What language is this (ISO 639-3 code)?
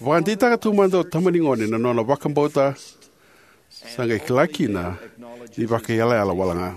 fij